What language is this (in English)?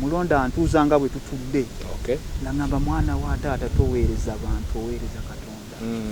Ganda